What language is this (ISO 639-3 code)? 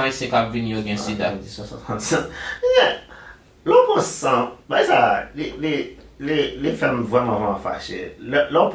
hat